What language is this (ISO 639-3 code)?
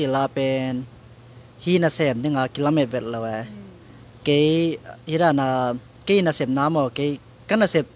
ctd